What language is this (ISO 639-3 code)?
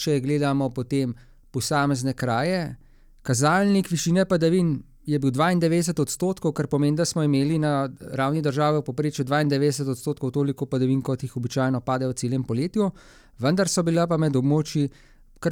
slv